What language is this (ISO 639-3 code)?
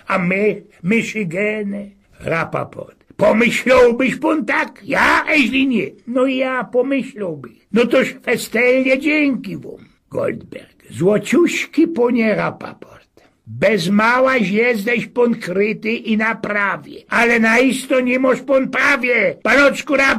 szl